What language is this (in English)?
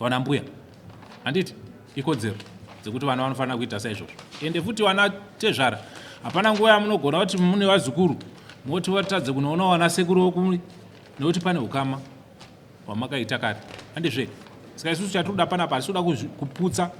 Shona